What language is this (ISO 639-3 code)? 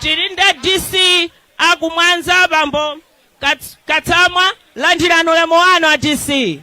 nya